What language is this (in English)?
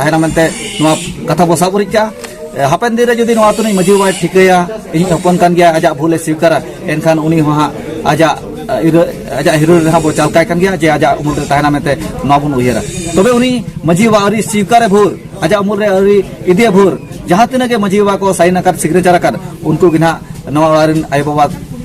Santali